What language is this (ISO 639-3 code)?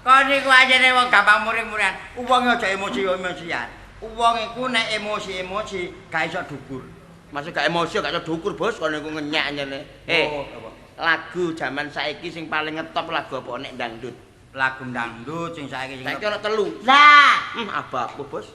jav